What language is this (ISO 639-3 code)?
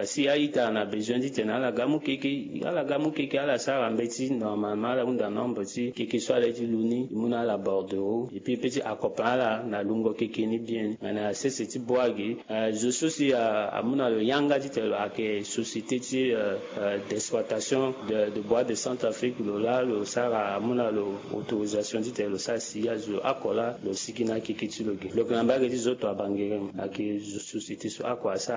sag